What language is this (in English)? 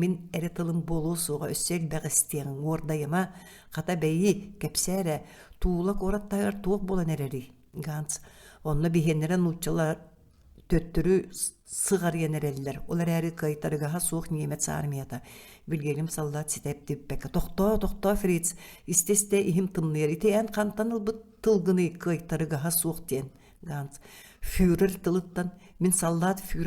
Yakut